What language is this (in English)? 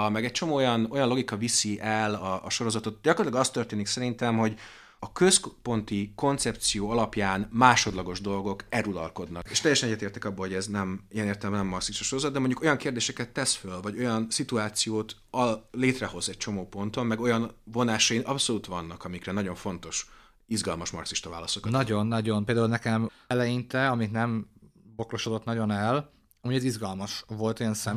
Hungarian